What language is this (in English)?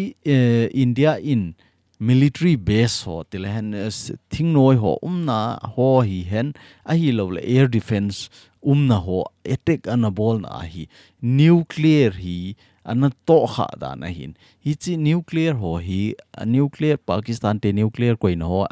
Thado Chin